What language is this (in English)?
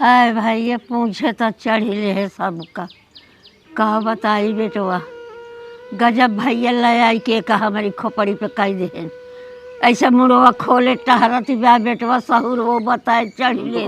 Awadhi